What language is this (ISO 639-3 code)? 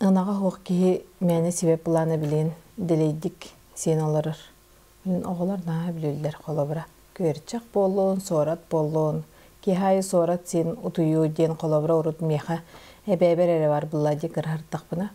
sah